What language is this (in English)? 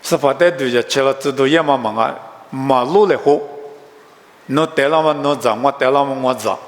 Lisu